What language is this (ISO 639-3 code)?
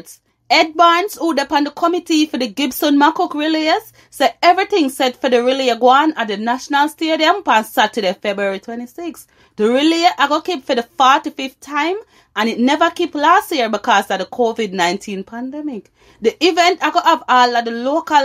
jam